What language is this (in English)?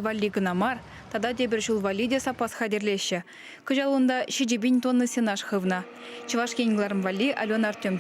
Chuvash